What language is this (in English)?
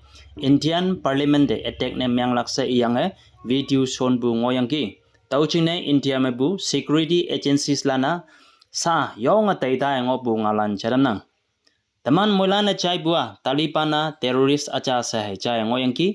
Konyak Naga